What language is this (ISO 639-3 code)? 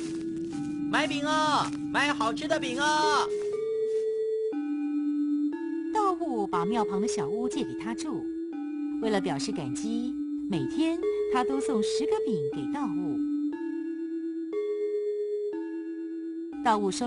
zho